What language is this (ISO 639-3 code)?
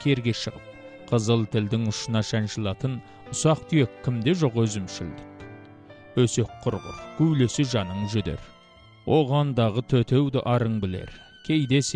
kaz